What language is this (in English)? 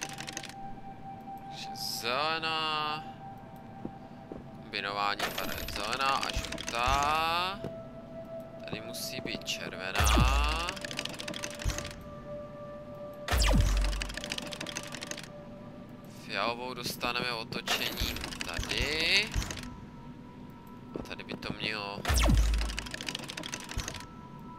Czech